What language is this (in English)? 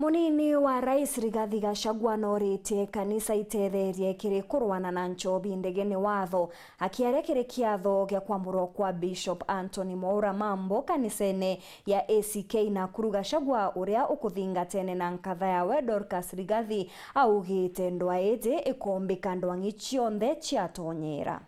Meru